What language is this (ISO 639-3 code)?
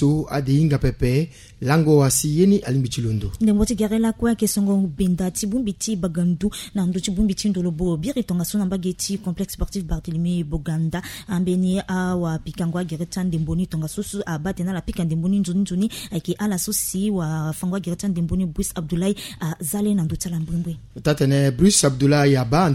sag